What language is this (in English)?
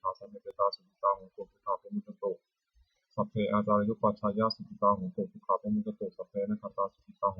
Pali